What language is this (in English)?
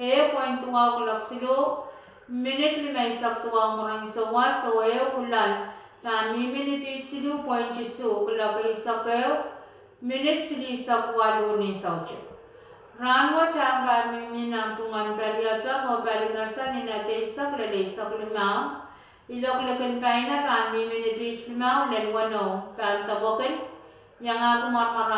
Pohnpeian